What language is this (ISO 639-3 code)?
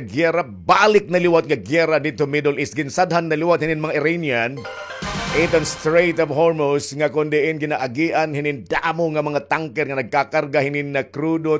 war